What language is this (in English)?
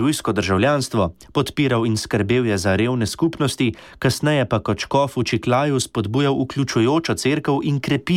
Slovenian